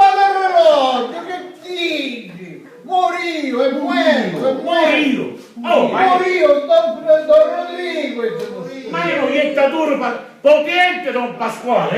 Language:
Sicilian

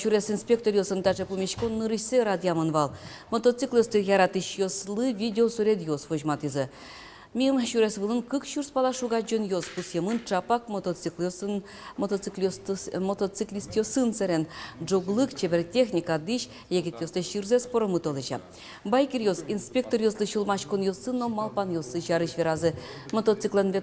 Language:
Udmurt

